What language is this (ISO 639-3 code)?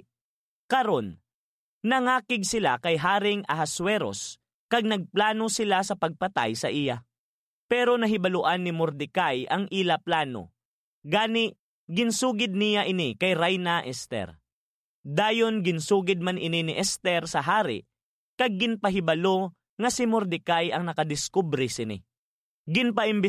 hil